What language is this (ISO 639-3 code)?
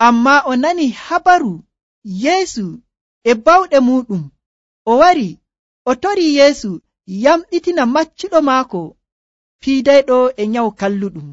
fuv